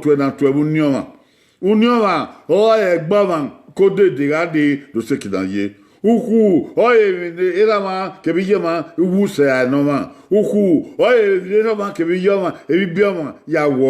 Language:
Bini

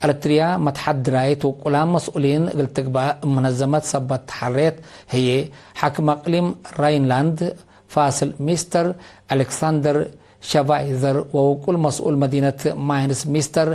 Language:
Tigre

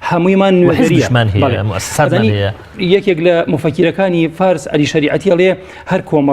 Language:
Central Kurdish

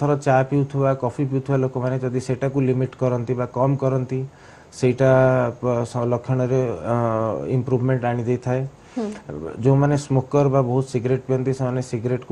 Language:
Odia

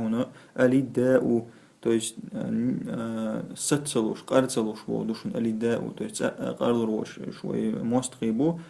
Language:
Chechen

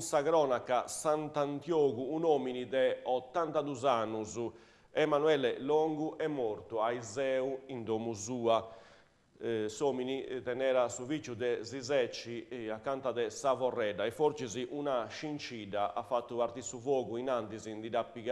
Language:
Sardinian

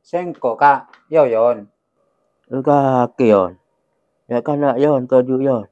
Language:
Madurese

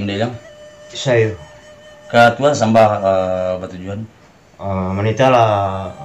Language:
Minangkabau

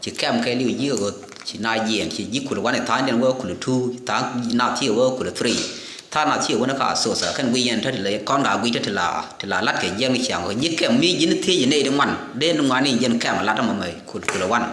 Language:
Nuer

